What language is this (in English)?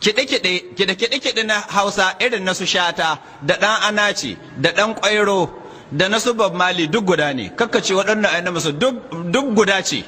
Hausa